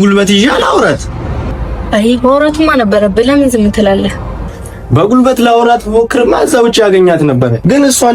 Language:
Amharic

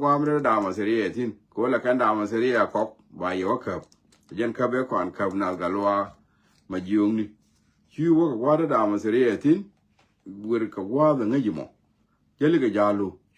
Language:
Nuer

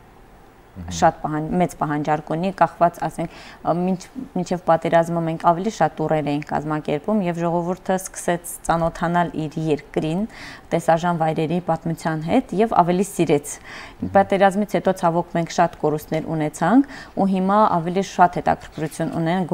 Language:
Armenian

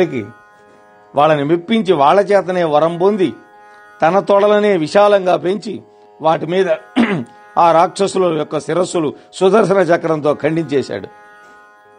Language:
Telugu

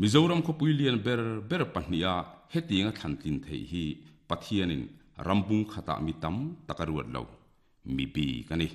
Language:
Mizo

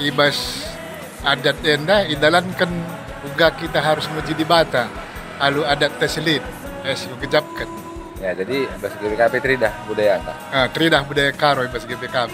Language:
Batak Karo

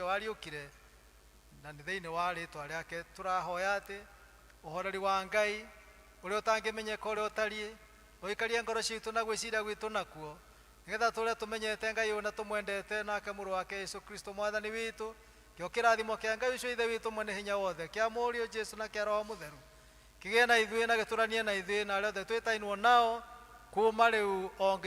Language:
Kikuyu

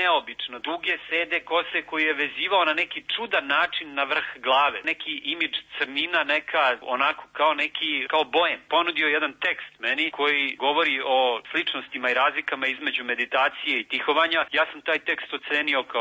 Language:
Serbian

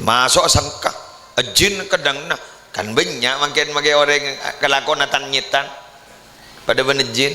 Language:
Madurese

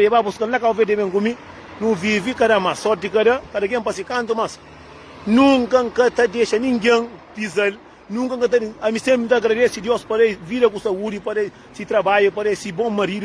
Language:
Kabuverdianu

